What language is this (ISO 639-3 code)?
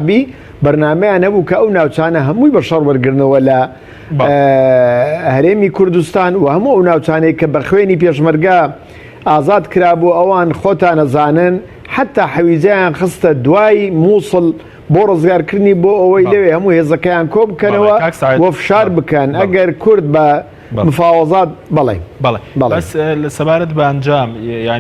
ckb